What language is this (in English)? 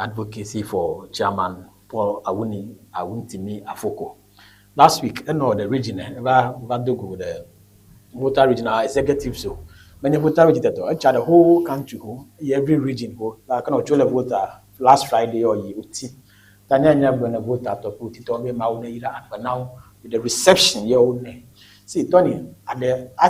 Ewe